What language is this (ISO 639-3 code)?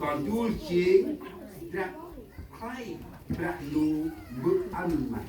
cmo